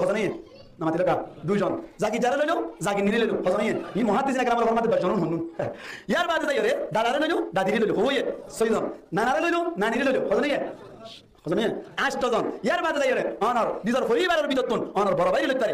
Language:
Rohingya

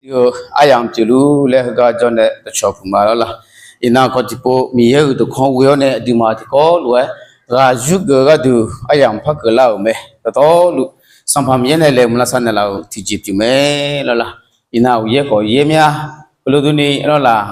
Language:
Akha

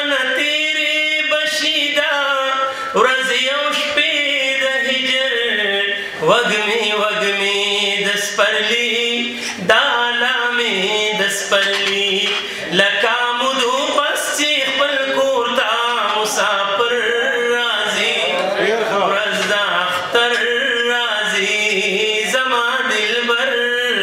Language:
Pashto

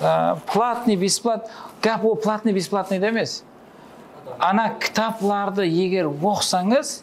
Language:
Kara-Kalpak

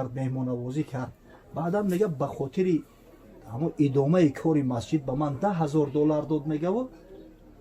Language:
Tajik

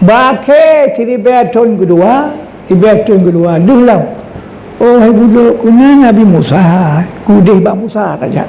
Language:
Achinese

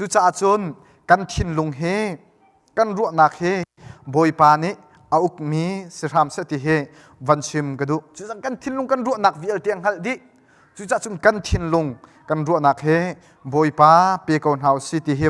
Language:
Hakha Chin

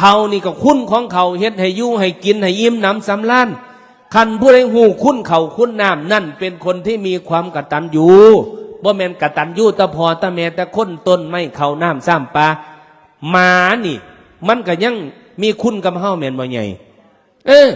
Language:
Northeastern Thai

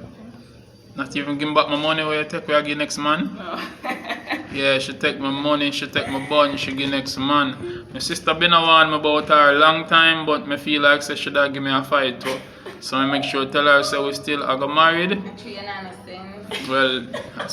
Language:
Jamaican Creole English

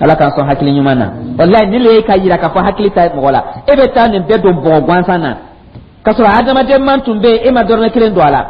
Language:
Dyula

